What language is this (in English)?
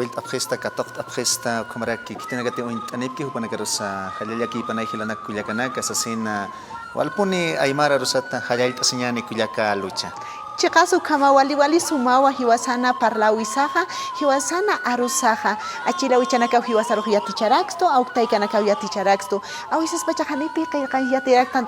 Aymara